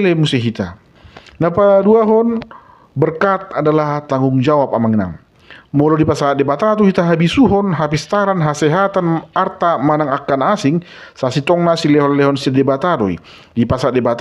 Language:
Batak Toba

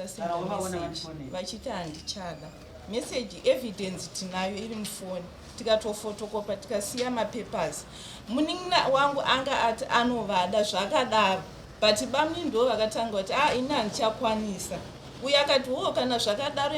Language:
Shona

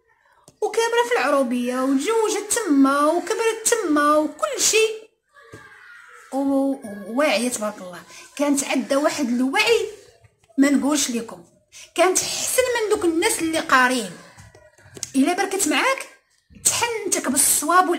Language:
Moroccan Arabic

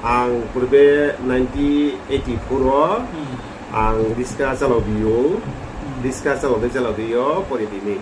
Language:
Riang (India)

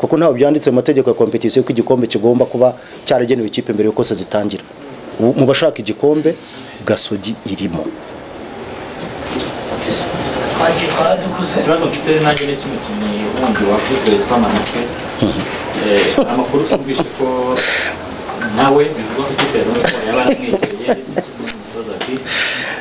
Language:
Kinyarwanda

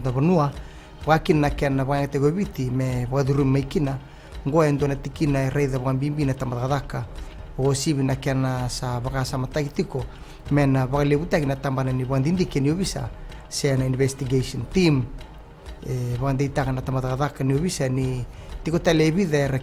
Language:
Fijian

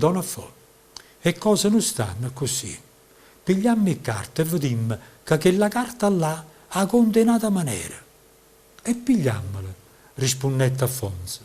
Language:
Neapolitan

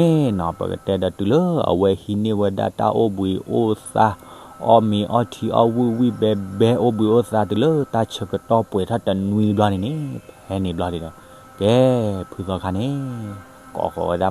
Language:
S'gaw Karen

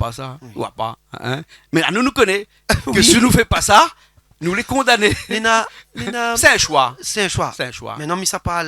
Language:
Réunion Creole French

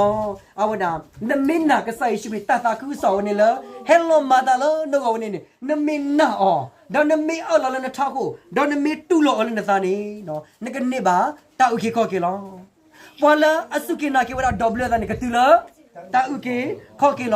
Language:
S'gaw Karen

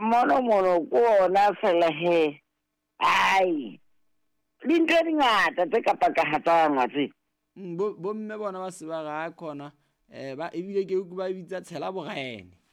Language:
Southern Sotho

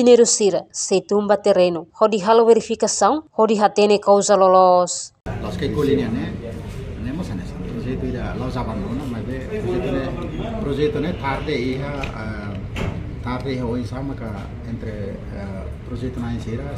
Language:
Tetum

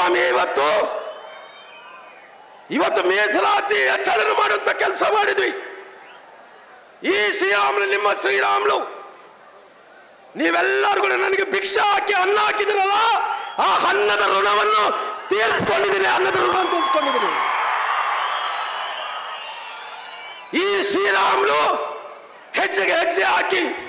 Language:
Kannada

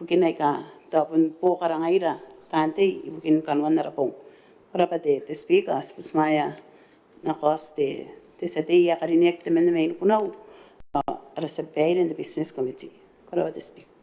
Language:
Gilbertese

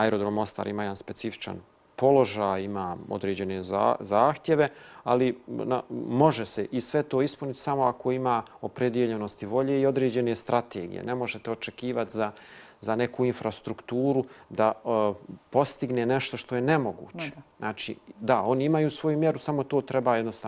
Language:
Bosnian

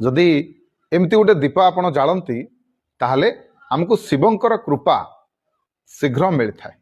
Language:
Odia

